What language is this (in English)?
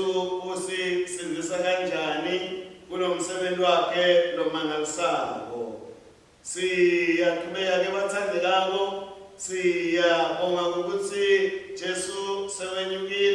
Swati